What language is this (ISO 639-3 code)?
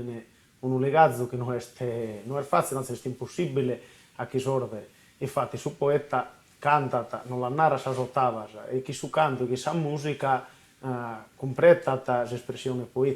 srd